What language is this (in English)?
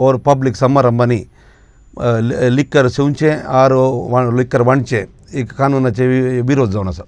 Konkani